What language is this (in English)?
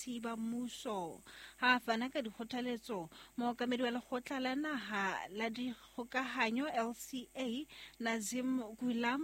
Southern Sotho